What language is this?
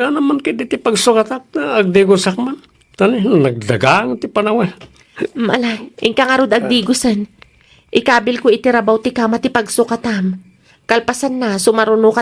Iloko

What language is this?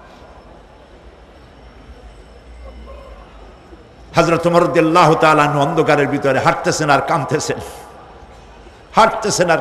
Bangla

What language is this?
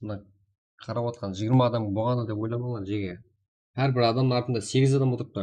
Kara-Kalpak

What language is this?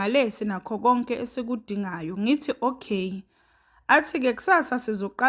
Zulu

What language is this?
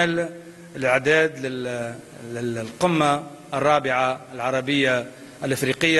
Egyptian Arabic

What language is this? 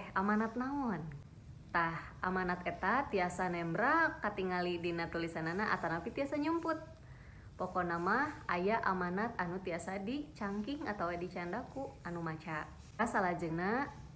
Sundanese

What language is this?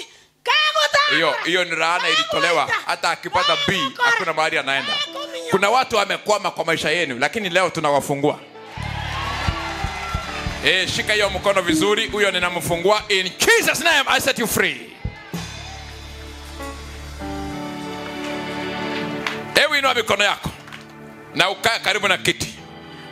Swahili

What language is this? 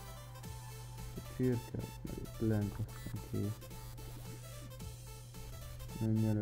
Hungarian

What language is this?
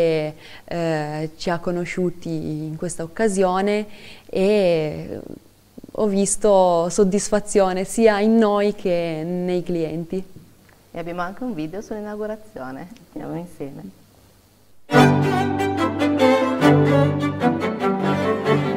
Italian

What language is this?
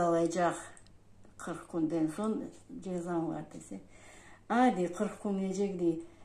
Crimean Tatar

